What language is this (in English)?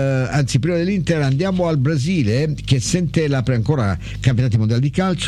Italian